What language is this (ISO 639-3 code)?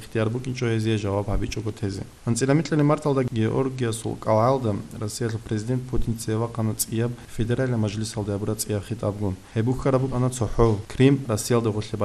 ava